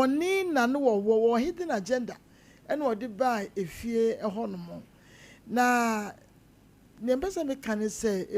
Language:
Akan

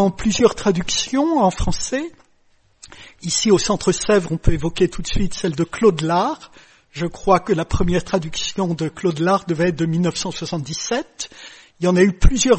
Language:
French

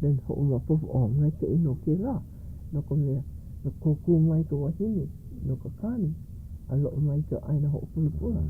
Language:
Hawaiian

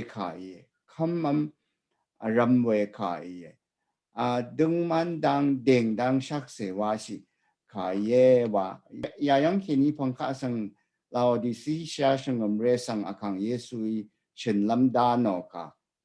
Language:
Rawang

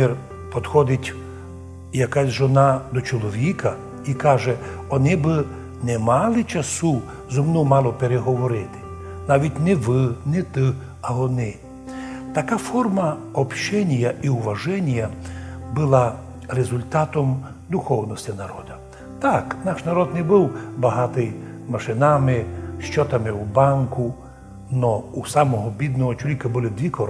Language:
Rusyn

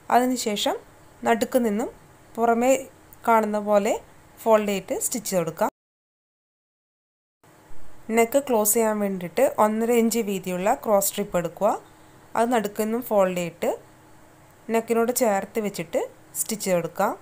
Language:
Malayalam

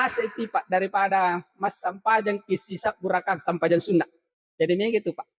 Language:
Buginese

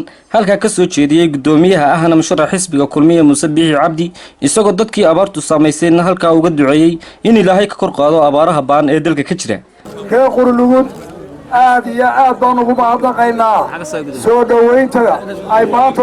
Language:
Somali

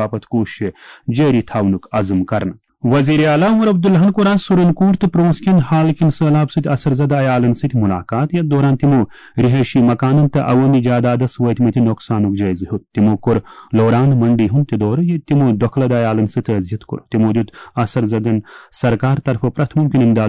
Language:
Kashmiri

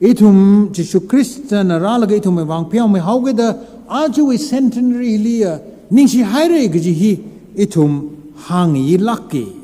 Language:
Tangkhul Naga (India)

